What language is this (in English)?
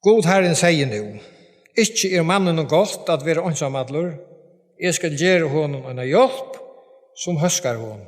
Faroese